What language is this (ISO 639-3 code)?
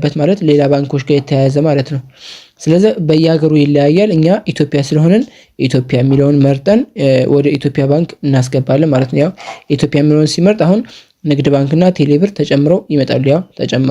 amh